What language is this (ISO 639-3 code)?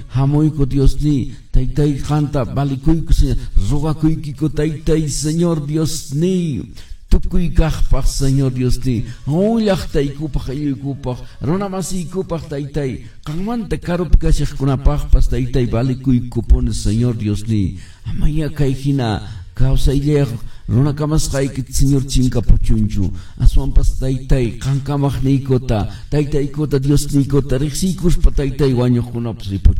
que